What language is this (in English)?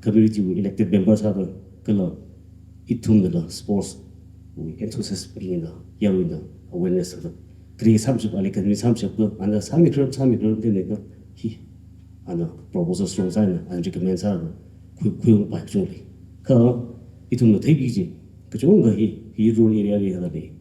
Tangkhul Naga (India)